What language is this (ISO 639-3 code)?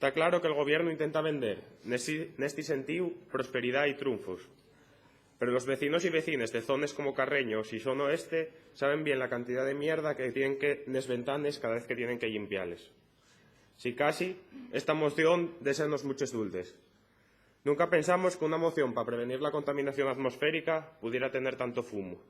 ast